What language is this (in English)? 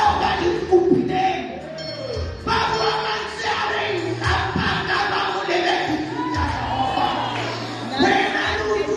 Southern Sotho